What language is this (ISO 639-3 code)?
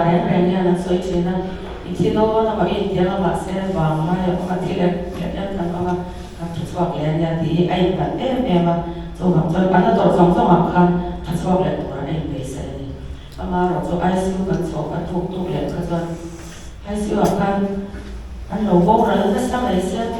lus